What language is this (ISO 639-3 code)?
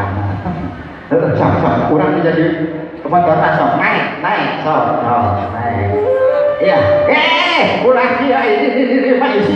sun